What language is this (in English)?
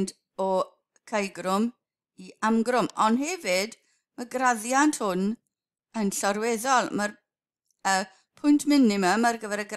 Welsh